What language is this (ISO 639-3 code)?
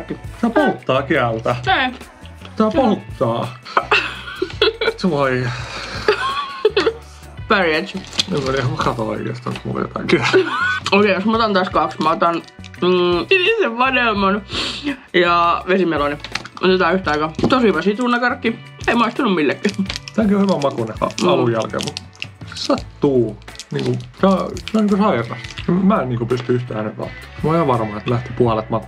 fin